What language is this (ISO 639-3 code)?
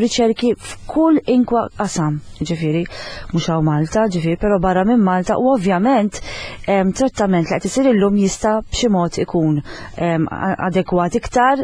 mlt